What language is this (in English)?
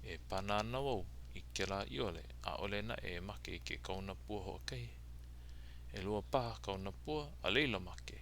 Hawaiian